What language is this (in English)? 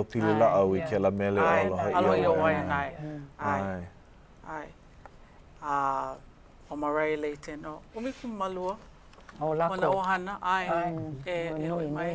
Hawaiian